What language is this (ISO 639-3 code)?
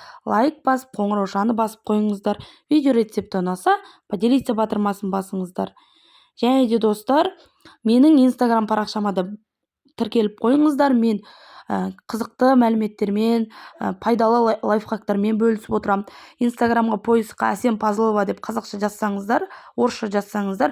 kaz